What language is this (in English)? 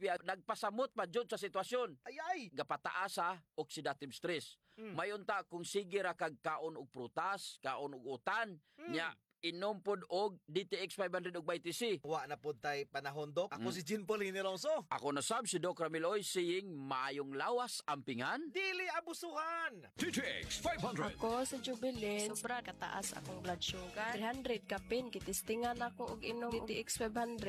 Cebuano